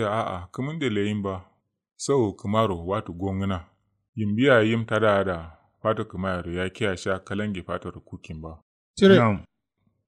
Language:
Kanuri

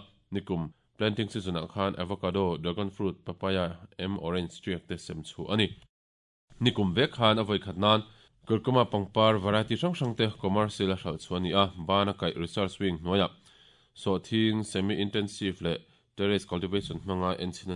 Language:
Mizo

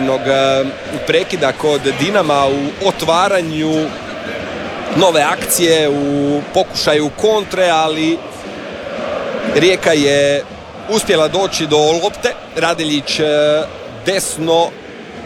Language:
Croatian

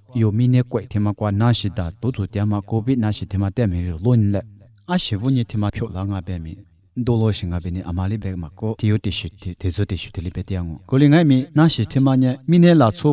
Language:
Lisu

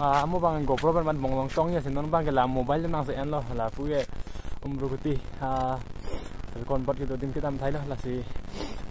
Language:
Karbi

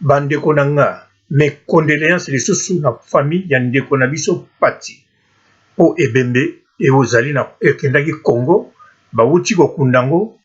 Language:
Lingala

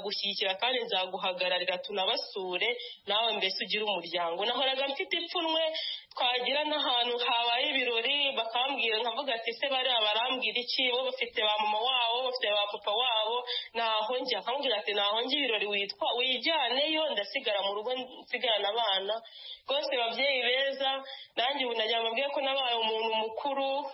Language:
Kinyarwanda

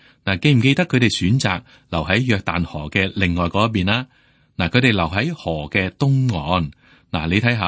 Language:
Cantonese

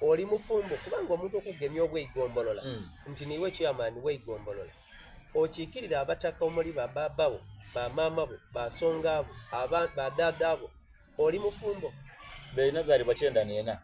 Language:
Soga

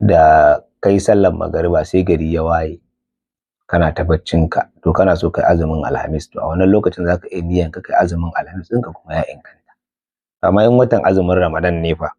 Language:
Hausa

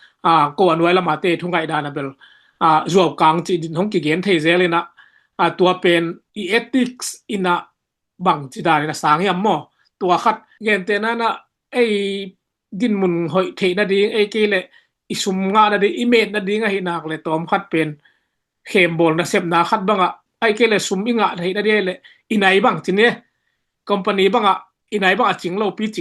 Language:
Tedim Chin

